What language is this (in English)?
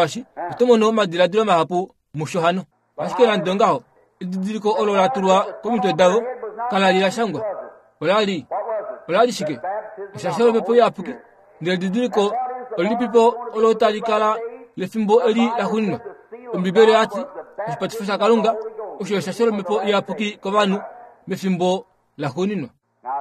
Kuanyama